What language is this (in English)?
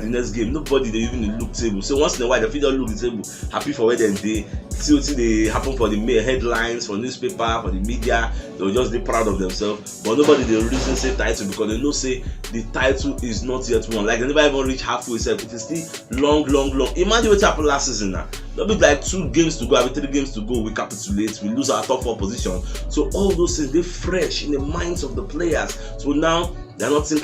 Nigerian Pidgin